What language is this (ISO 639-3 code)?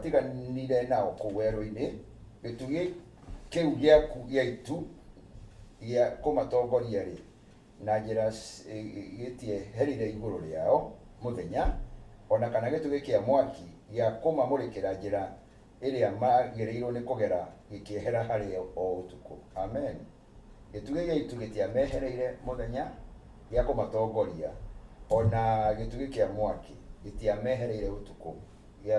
kik